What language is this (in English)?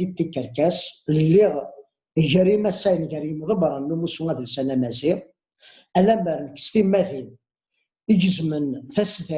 Kabyle